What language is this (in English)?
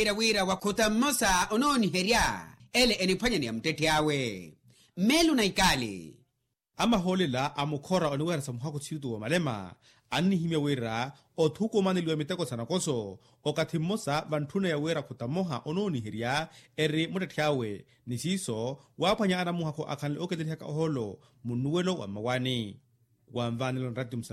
Makhuwa